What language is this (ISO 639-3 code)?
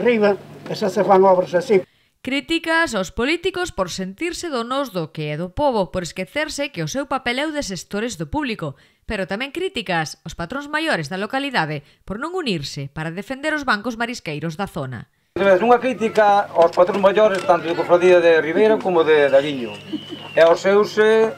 glg